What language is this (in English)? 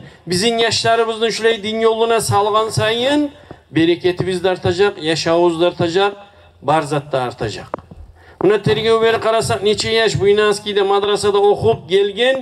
Kumyk